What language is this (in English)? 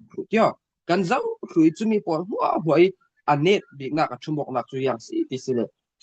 Falam Chin